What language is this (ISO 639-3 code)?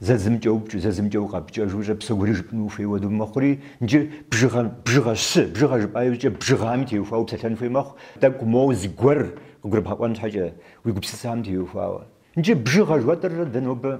kbd